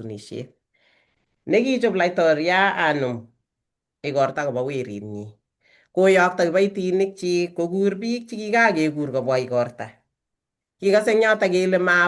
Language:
Kalenjin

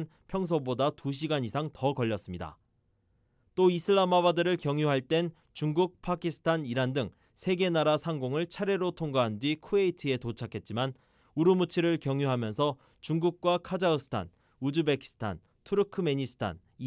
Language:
Korean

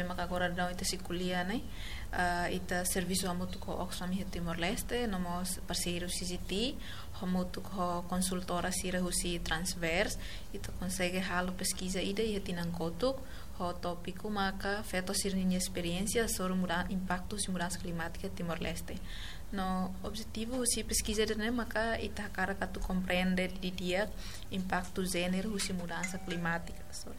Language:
Tetum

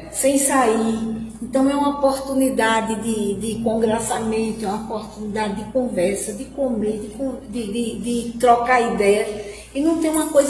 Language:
Portuguese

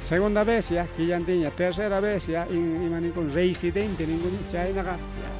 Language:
Ayacucho Quechua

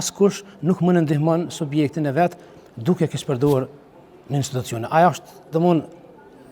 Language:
Albanian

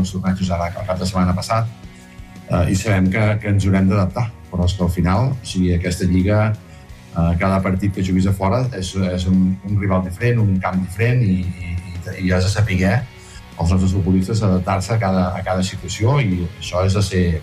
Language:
Catalan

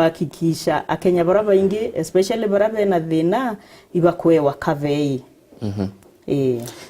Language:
Meru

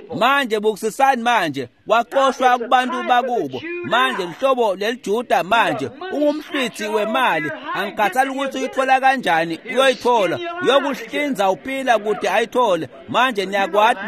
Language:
Swati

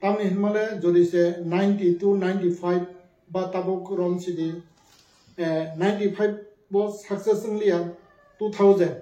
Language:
Kok Borok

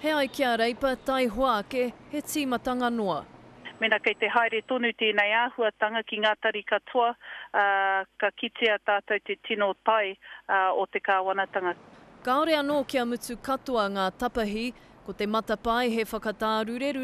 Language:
Māori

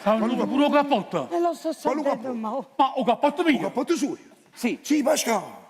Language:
Neapolitan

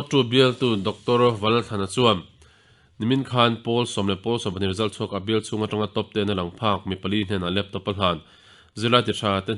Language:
Mizo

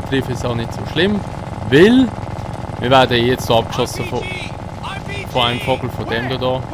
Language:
Swiss German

